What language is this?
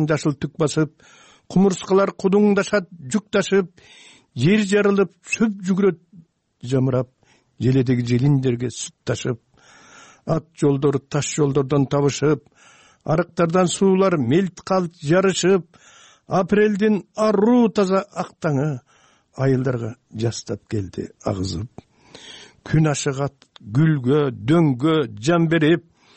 Kyrgyz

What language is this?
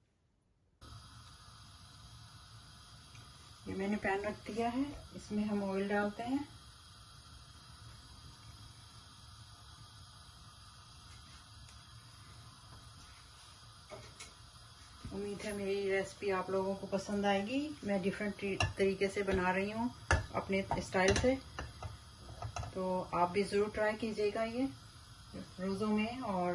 Hindi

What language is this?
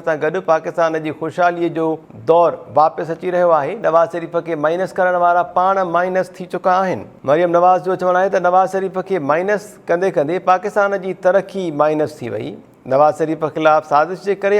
Sindhi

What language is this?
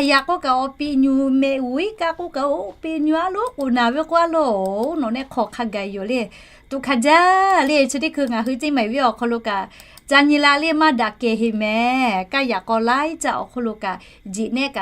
Lahu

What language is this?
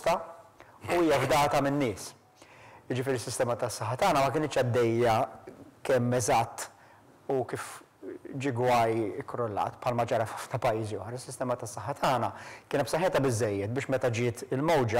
Maltese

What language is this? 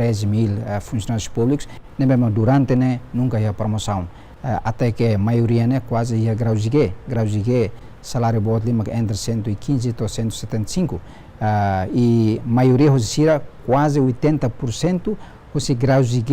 Tetum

